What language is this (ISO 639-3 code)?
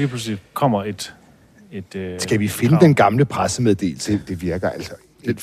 dan